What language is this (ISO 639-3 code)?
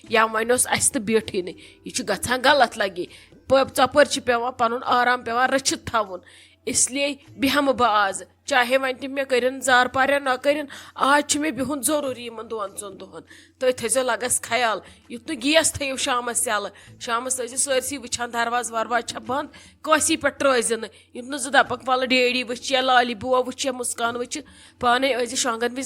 kas